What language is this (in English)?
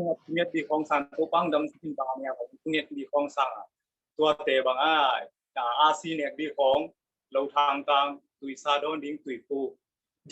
Tedim Chin